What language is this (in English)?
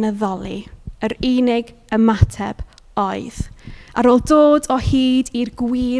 Welsh